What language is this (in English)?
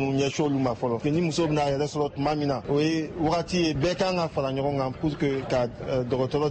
Bambara